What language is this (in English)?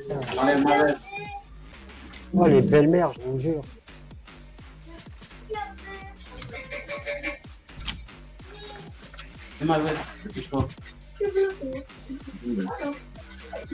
French